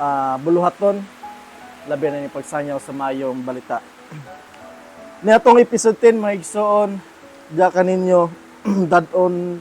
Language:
Cebuano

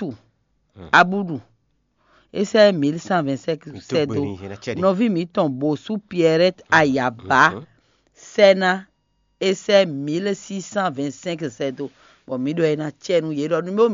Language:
Fon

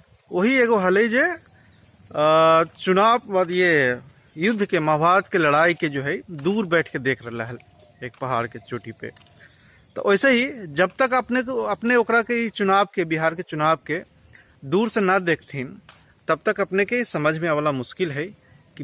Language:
Magahi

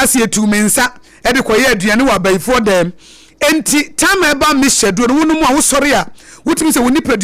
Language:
Akan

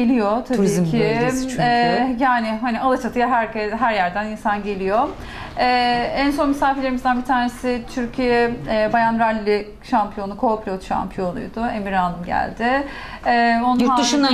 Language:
Turkish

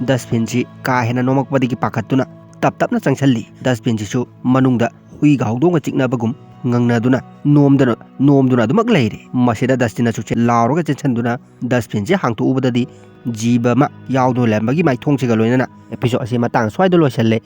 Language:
Manipuri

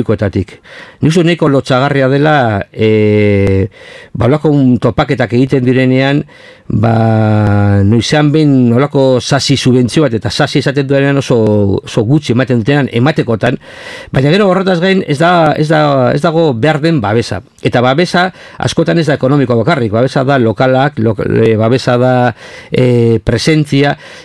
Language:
Basque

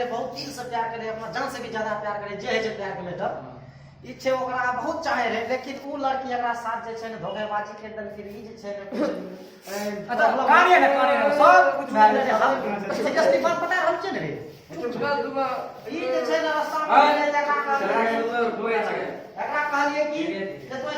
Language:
Maithili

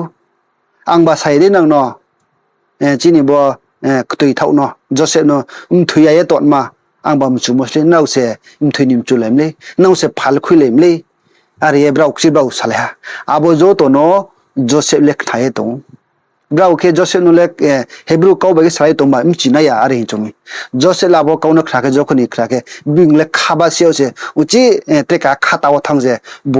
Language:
Riang (India)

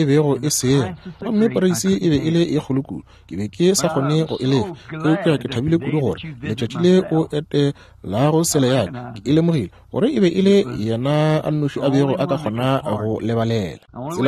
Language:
Northern Sotho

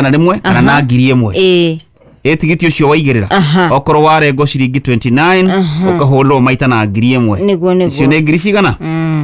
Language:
Kikuyu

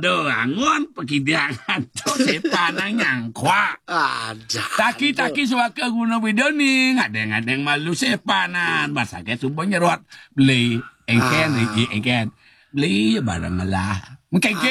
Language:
Balinese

